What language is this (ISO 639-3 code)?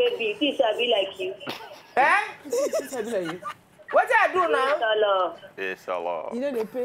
pcm